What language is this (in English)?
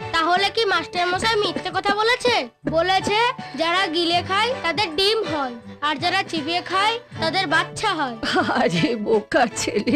Bangla